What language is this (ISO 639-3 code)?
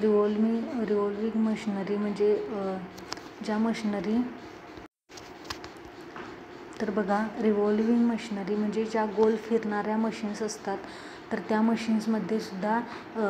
mar